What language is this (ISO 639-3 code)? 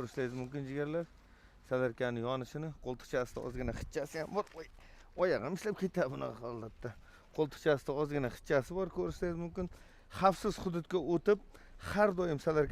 uzb